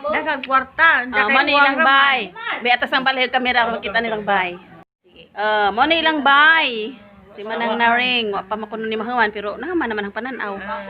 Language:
Cebuano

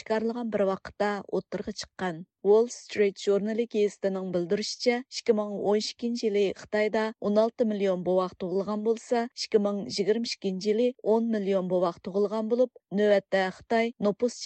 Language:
Uyghur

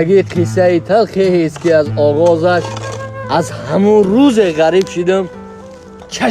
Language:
Tajik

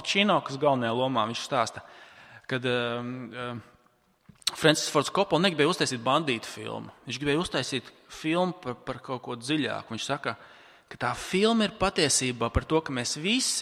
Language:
Latvian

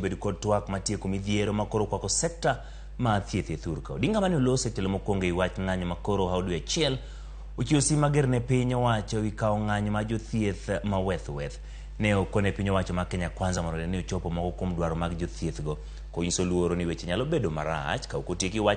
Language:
Luo (Kenya and Tanzania)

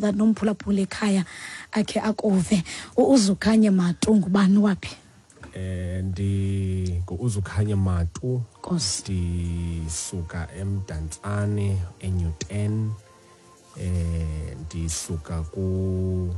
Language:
Xhosa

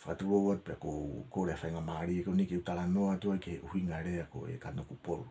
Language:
Tongan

